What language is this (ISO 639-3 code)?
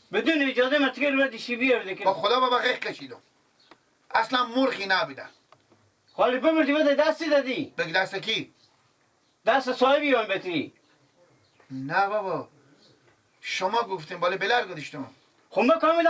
fas